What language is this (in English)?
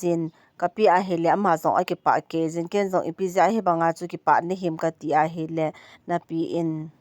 Thado Chin